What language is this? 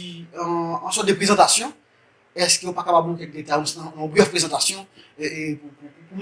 Haitian Creole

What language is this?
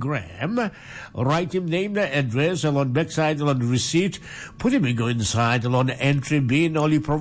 Tok Pisin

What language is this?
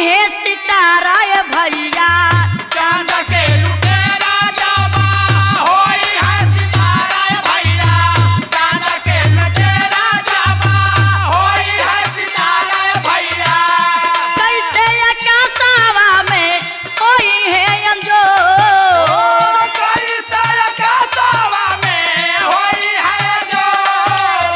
Bhojpuri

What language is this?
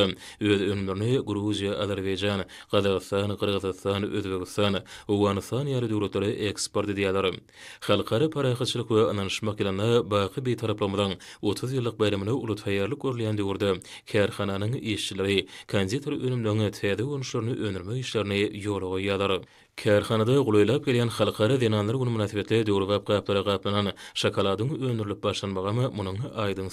Turkmen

